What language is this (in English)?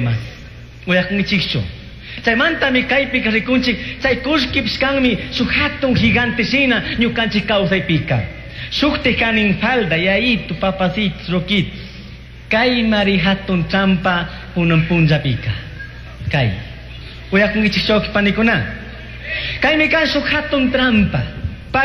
Chimborazo Highland Quichua